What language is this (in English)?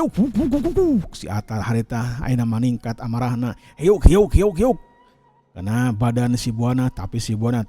Sundanese